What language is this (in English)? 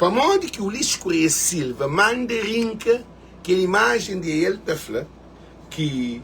Kabuverdianu